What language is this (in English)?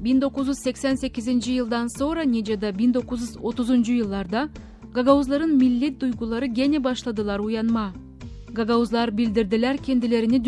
Gagauz